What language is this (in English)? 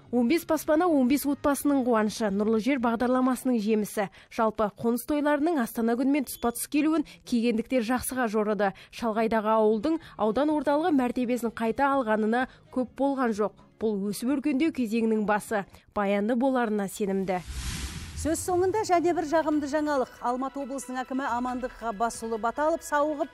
Kazakh